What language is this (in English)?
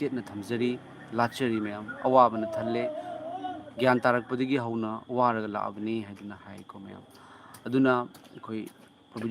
Manipuri